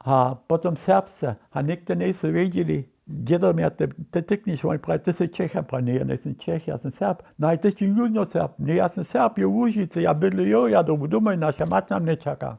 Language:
Upper Sorbian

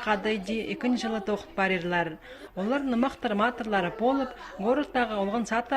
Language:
Khakas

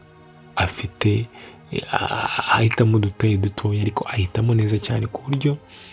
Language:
Kinyarwanda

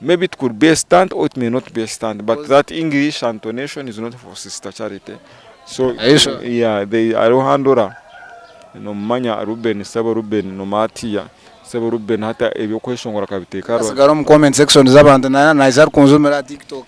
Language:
Nyankole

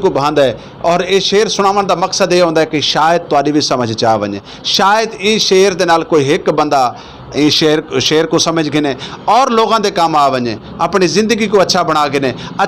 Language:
Saraiki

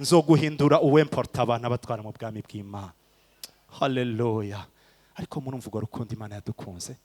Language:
Rundi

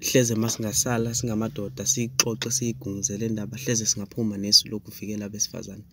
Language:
Zulu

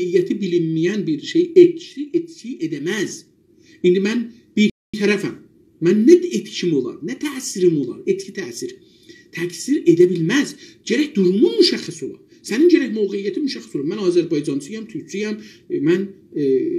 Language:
South Azerbaijani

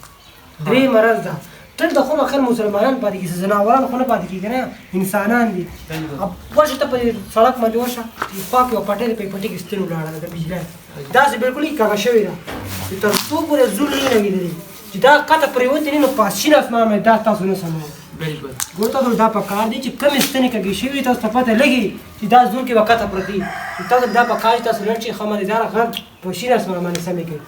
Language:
Pashto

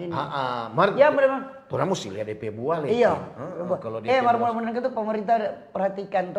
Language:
Manado Malay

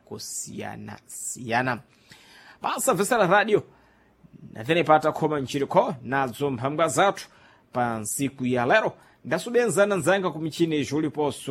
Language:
Sena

